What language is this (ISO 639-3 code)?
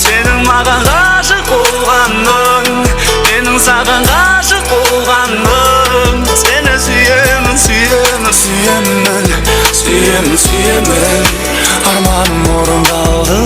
kaa